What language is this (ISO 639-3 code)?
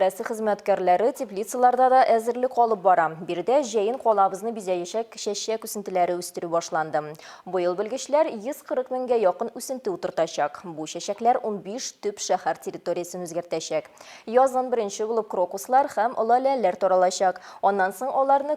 tat